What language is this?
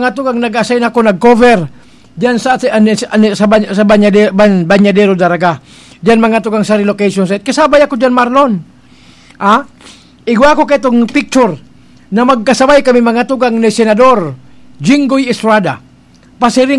Bikol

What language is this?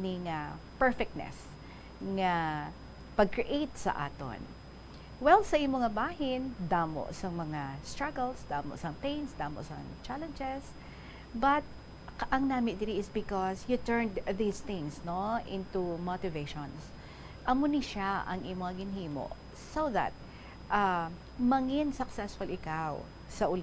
Hiligaynon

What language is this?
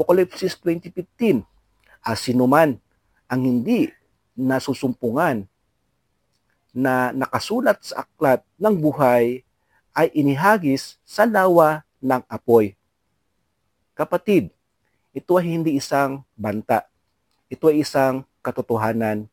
Filipino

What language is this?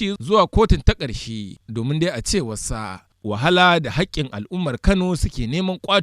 Hausa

